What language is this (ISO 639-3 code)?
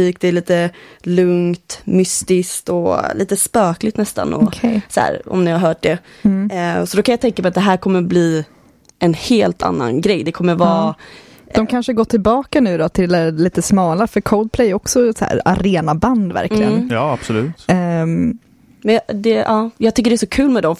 swe